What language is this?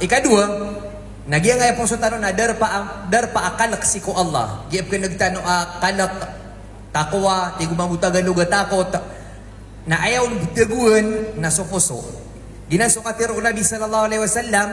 Maranao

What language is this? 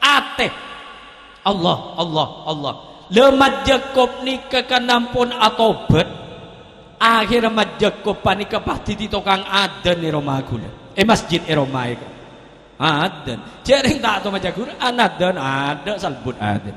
Madurese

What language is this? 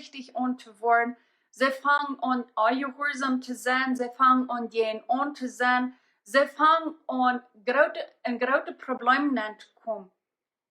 Plautdietsch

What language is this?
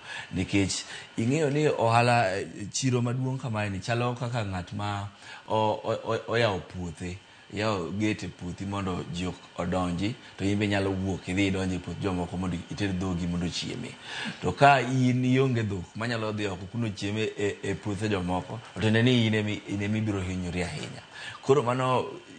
Luo (Kenya and Tanzania)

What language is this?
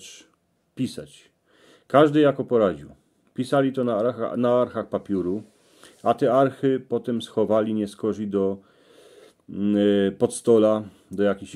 Silesian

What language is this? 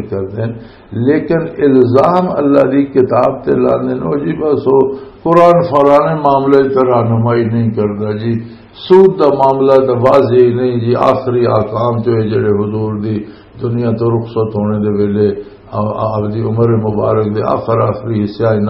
Western Panjabi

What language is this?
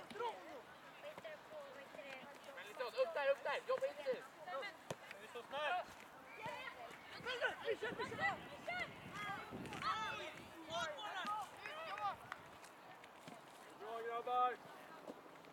Swedish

